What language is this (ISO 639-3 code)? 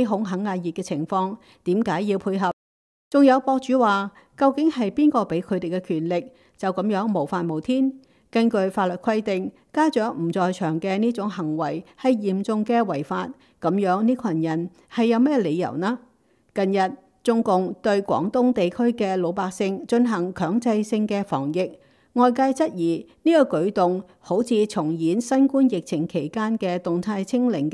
yue